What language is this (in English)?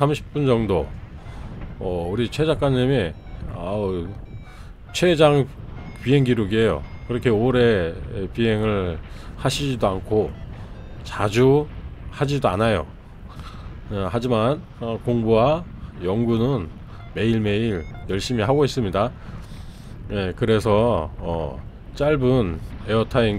Korean